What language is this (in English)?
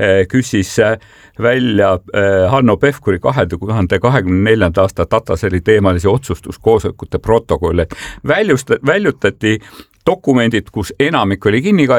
Estonian